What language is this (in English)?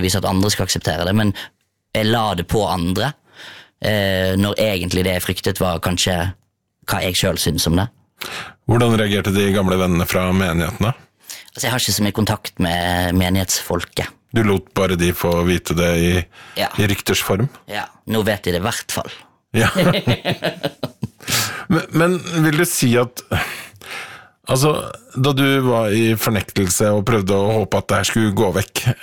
Norwegian